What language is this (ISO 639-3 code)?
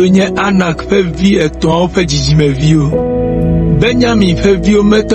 ewe